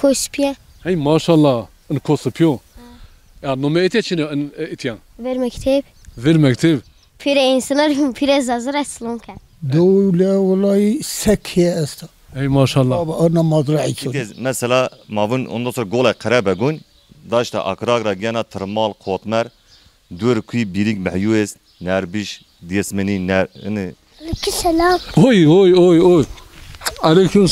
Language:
Zaza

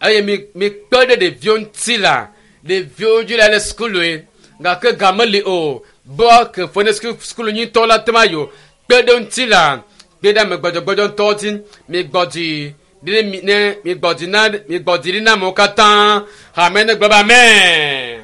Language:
Ewe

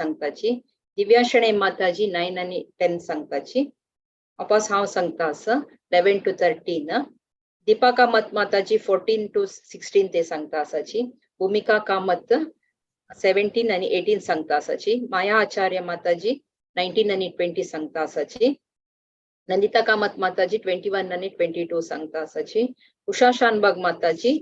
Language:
Konkani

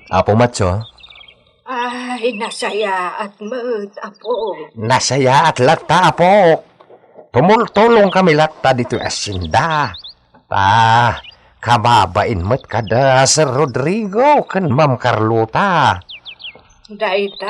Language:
Iloko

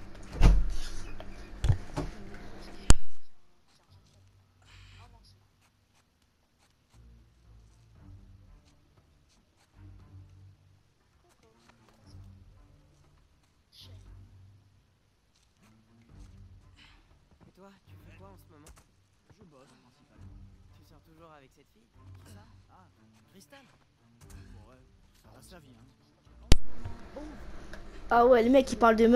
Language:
French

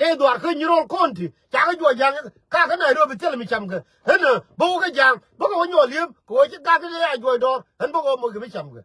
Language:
Nuer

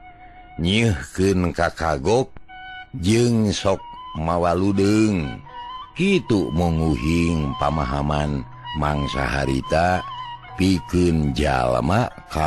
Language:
Sundanese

